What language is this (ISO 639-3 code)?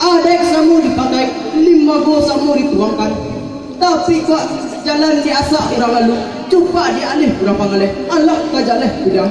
min